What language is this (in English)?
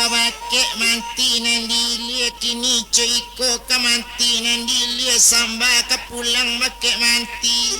Minangkabau